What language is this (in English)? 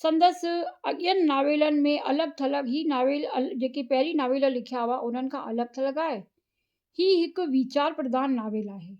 Sindhi